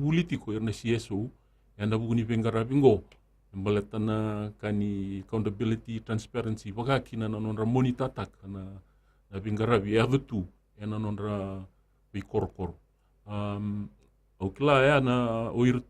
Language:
Fijian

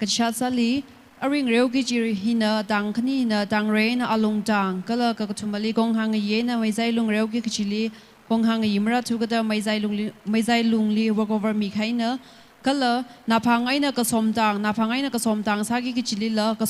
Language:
Tangkhul Naga (India)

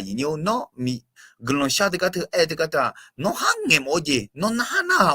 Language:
Akha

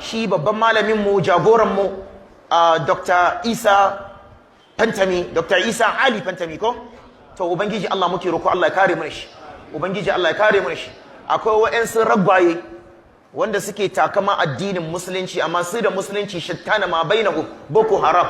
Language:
Hausa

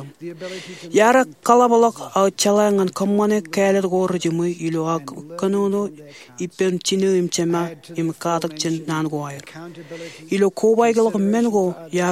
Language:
Marshallese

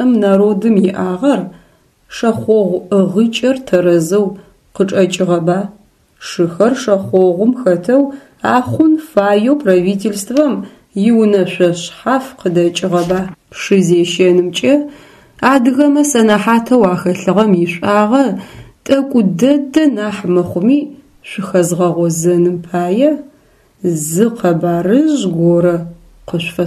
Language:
Adyghe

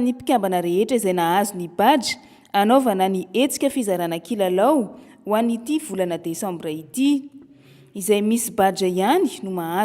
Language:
Malagasy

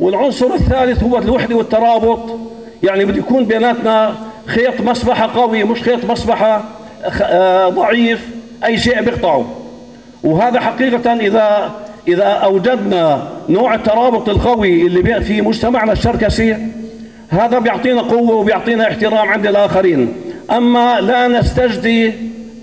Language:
North Levantine Arabic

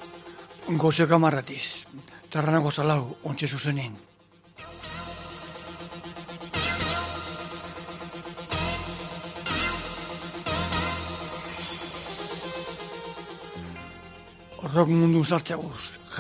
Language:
Basque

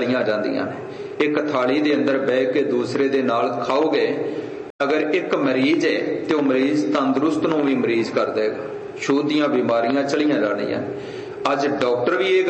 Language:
Punjabi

